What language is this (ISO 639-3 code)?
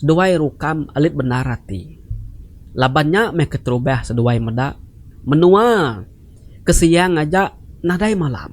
iba